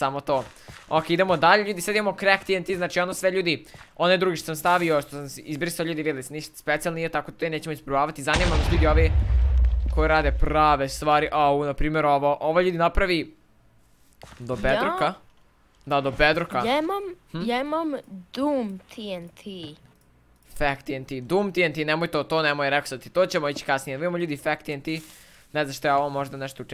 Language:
Croatian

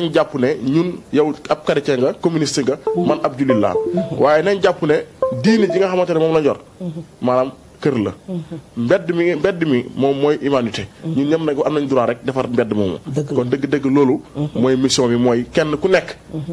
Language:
Wolof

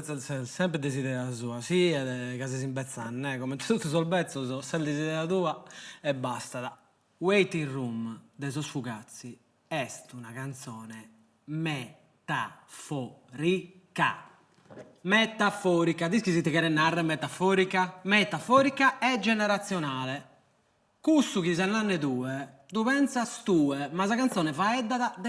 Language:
Sardinian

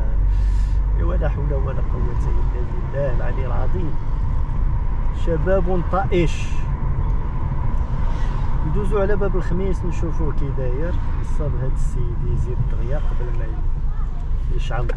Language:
Moroccan Arabic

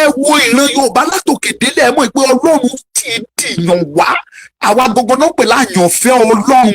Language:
Yoruba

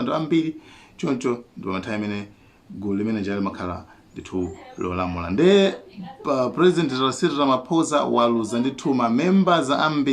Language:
Nyanja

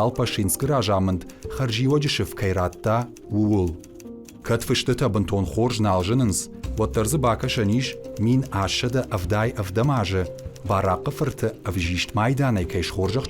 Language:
Ossetic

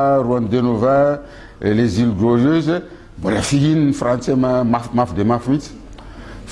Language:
Malagasy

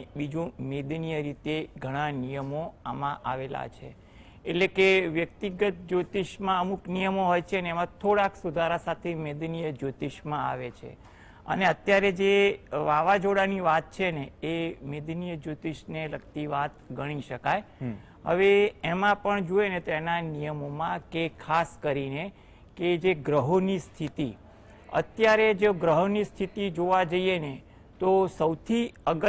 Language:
Gujarati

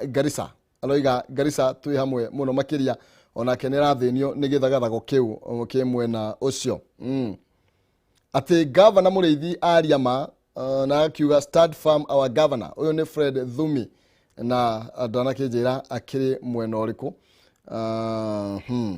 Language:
Kikuyu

